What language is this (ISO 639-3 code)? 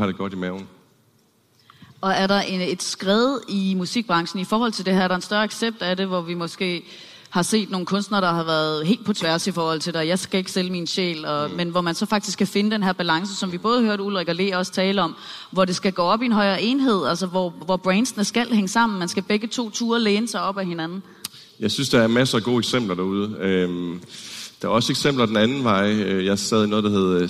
dan